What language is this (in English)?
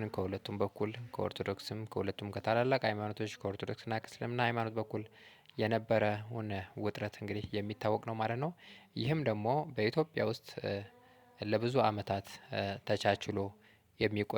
Amharic